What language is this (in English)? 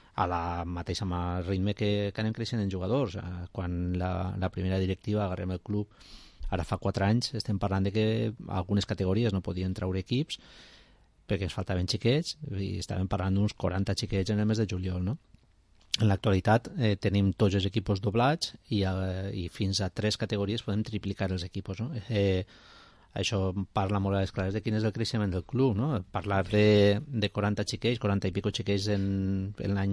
Catalan